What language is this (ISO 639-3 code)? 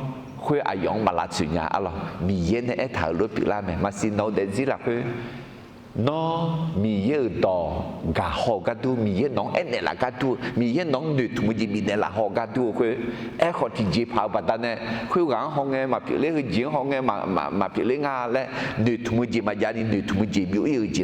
ahk